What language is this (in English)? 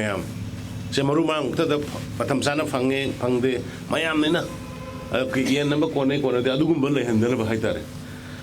Manipuri